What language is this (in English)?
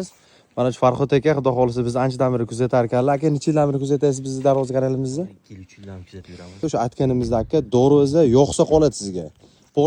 Uzbek